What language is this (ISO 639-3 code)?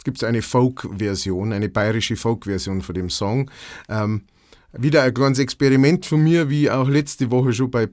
bar